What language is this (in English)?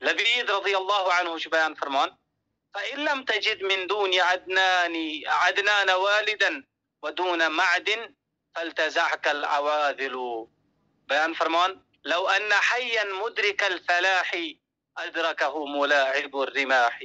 Kashmiri